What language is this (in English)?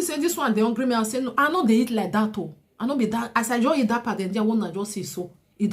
Nigerian Pidgin